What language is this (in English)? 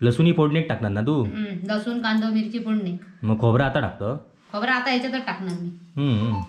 Konkani